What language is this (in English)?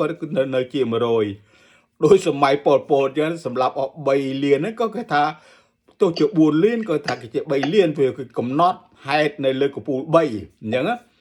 Khmer